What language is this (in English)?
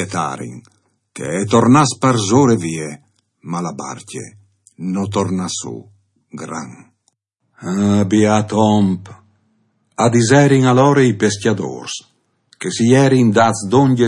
Friulian